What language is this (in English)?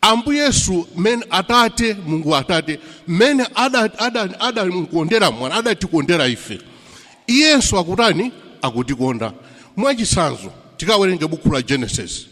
Nyanja